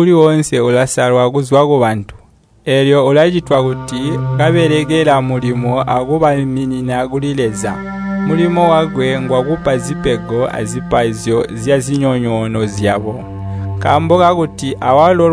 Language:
Tonga (Zambia)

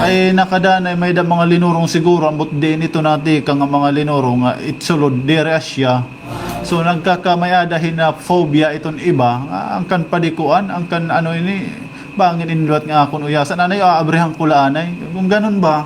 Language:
Waray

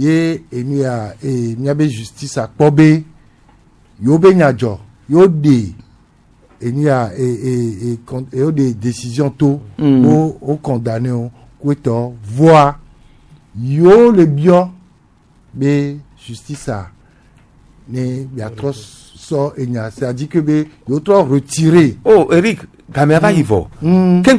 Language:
Gen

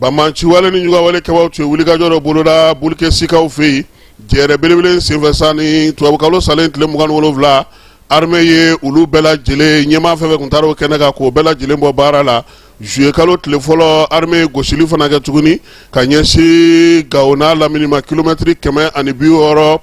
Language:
Bambara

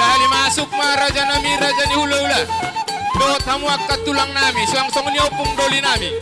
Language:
Batak Toba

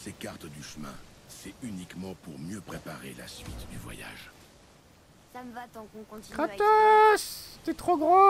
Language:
French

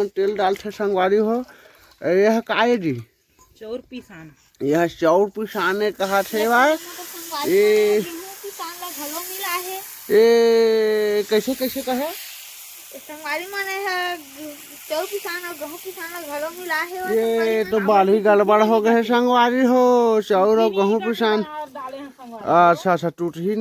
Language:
Chhattisgarhi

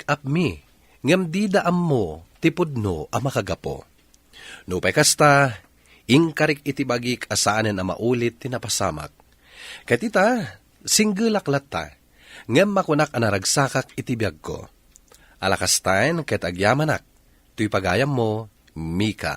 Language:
Iloko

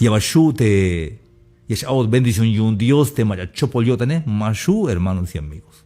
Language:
Tzeltal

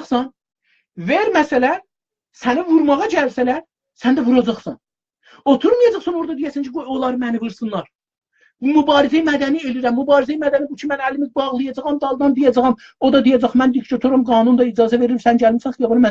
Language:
South Azerbaijani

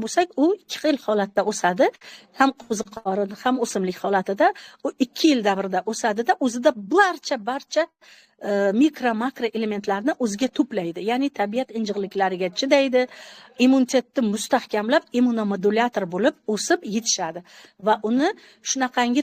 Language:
Uzbek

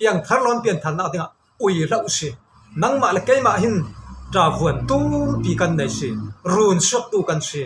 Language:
Falam Chin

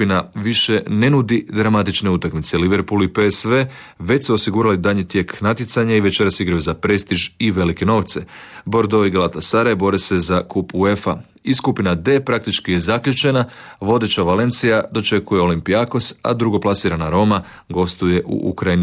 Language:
Croatian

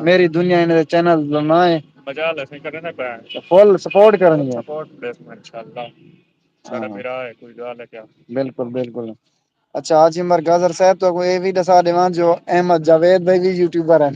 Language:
Saraiki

